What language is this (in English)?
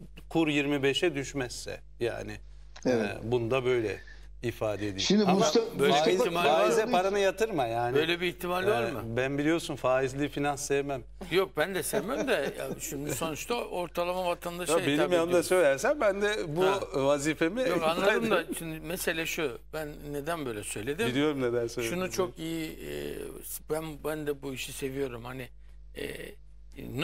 Turkish